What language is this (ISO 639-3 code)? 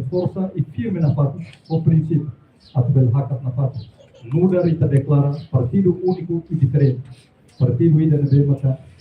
tet